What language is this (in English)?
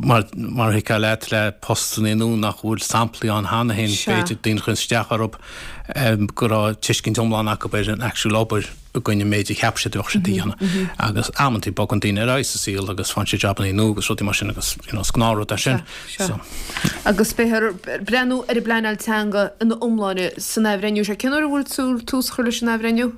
Irish